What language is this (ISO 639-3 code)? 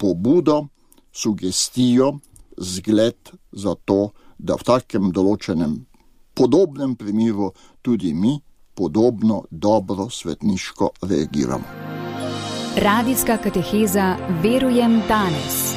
slv